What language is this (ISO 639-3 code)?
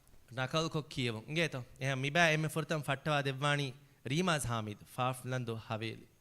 div